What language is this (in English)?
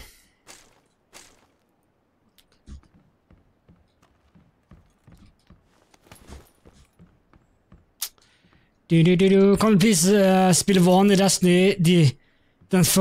Norwegian